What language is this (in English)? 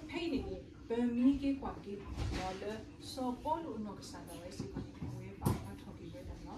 S'gaw Karen